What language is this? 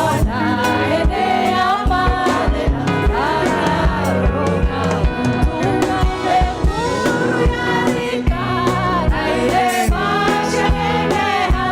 Kikuyu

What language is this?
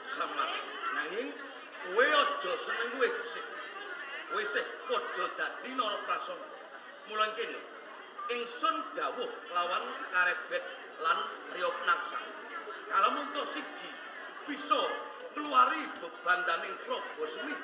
Javanese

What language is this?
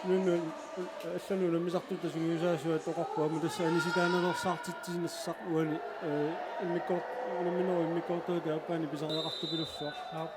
Kalaallisut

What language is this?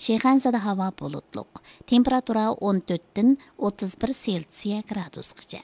Uyghur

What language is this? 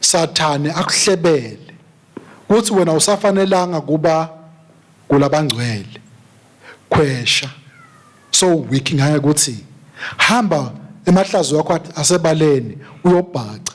Swati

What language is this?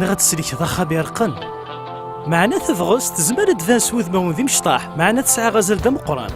Kabyle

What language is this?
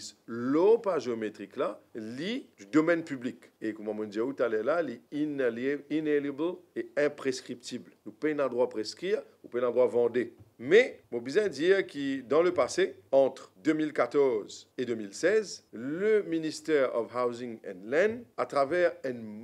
Morisyen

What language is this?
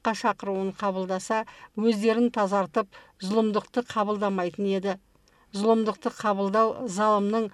Kazakh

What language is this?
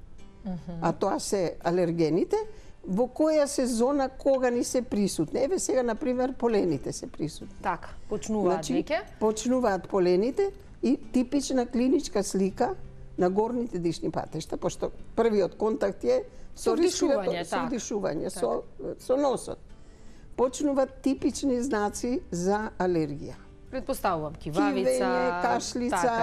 Macedonian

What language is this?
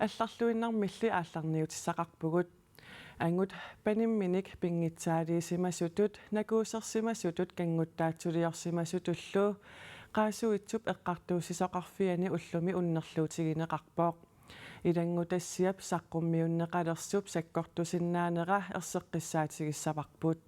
Kalaallisut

